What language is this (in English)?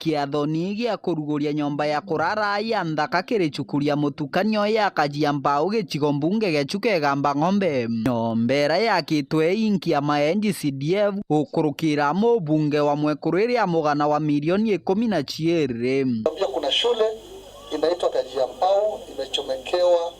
Meru